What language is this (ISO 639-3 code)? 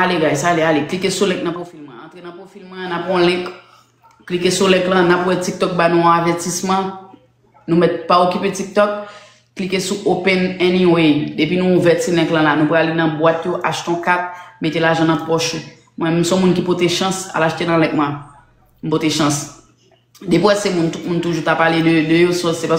hat